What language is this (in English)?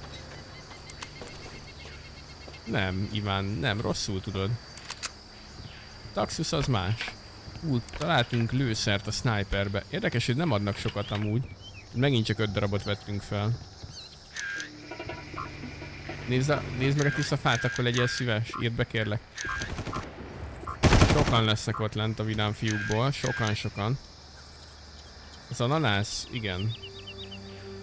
Hungarian